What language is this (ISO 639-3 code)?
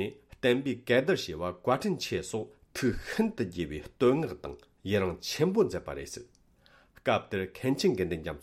bod